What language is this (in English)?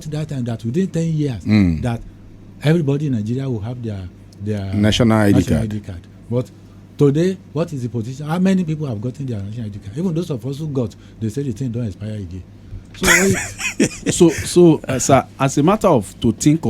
Nigerian Pidgin